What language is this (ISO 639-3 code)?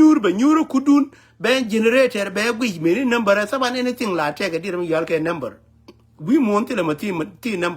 nus